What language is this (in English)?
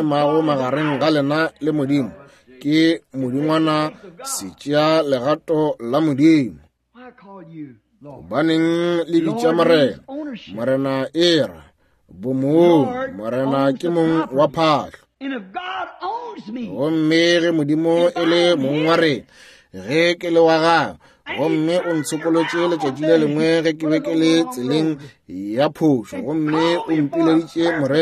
Northern Sotho